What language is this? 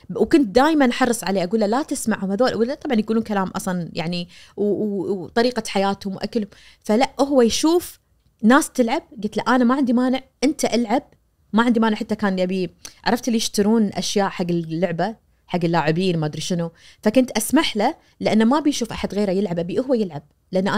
Najdi Arabic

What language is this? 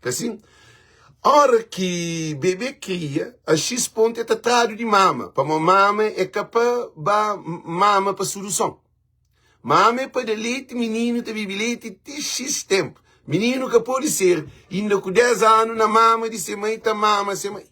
Kabuverdianu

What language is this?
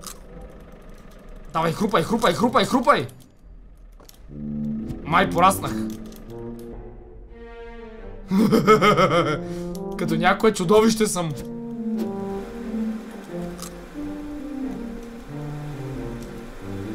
Bulgarian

